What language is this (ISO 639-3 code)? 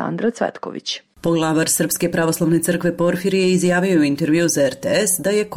srp